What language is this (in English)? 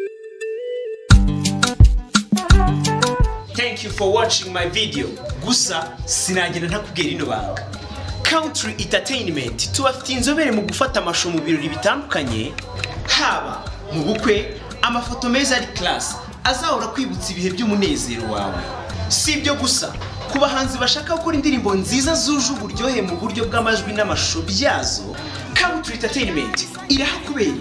Kinyarwanda